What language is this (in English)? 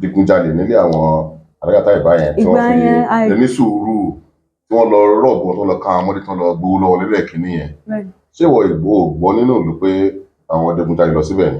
Yoruba